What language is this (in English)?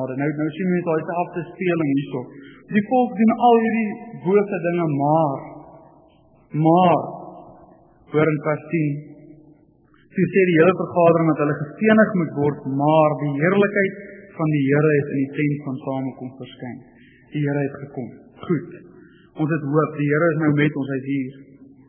Afrikaans